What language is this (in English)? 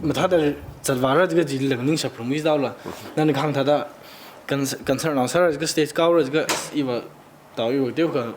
Tangkhul Naga (India)